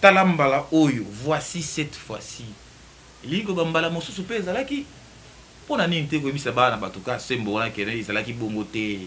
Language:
Lingala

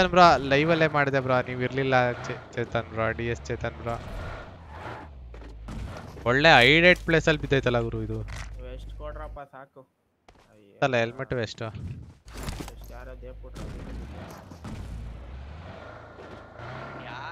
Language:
Kannada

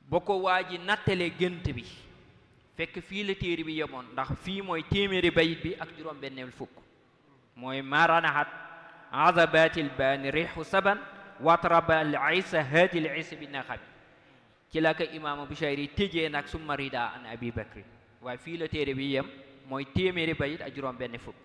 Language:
Wolof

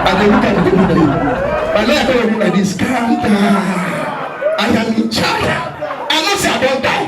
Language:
Nigerian Pidgin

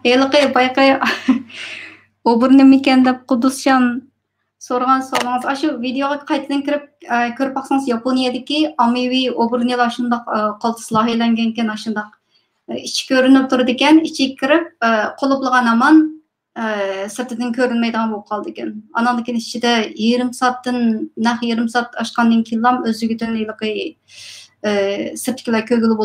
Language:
Uyghur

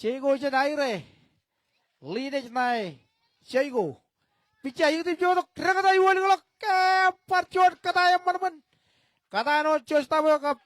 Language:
Marshallese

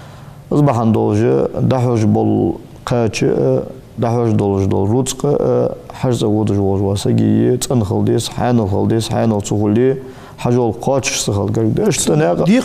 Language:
Ingush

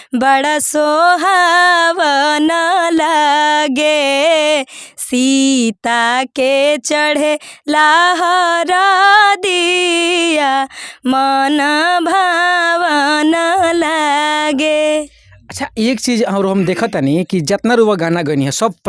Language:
Bhojpuri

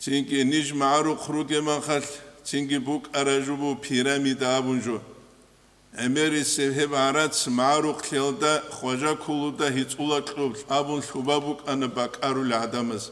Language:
Avaric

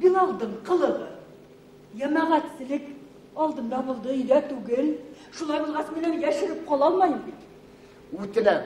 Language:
Bashkir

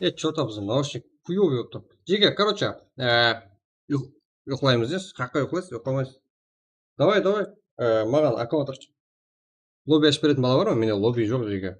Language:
Kara-Kalpak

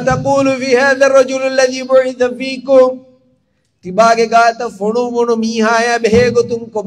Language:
Divehi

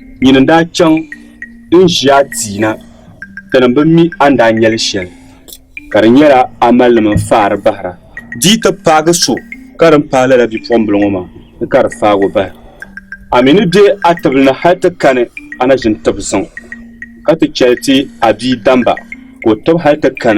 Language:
Dagbani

